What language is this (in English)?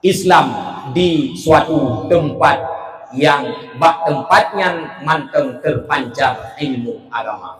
Achinese